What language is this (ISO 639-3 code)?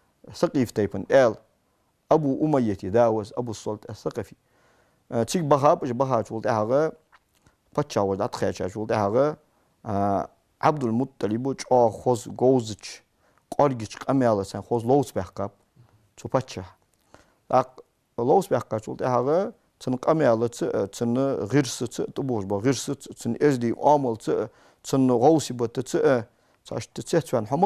inh